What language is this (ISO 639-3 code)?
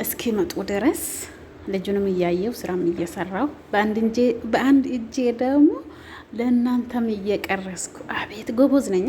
amh